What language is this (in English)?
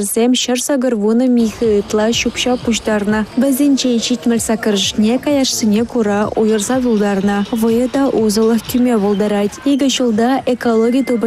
Chuvash